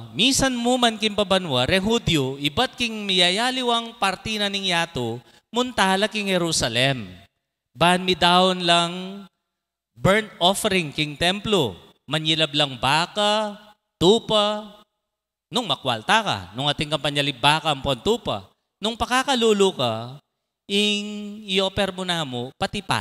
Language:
Pampanga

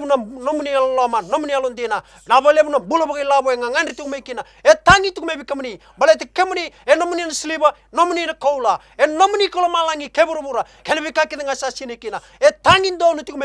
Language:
Fijian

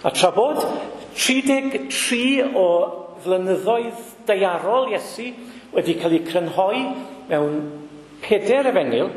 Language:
Welsh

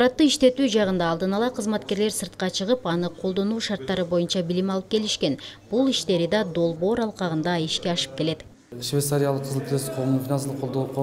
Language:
Kyrgyz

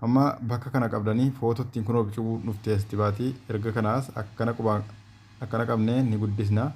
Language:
Oromo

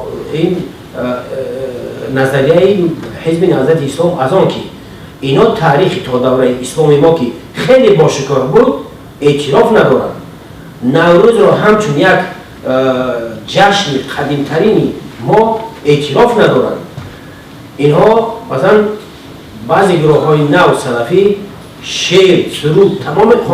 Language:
Tajik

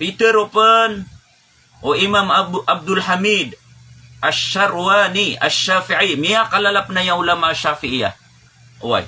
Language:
Maranao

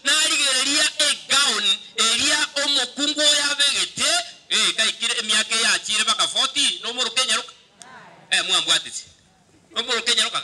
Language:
Gusii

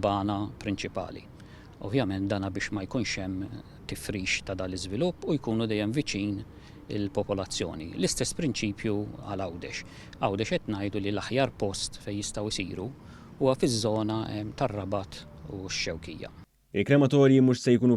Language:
Maltese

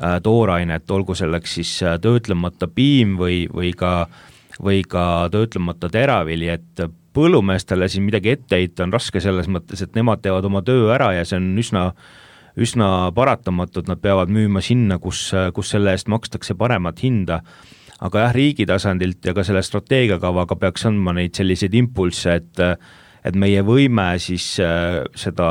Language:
Estonian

